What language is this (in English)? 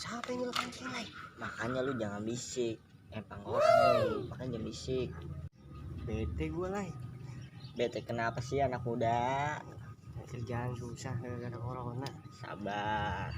Betawi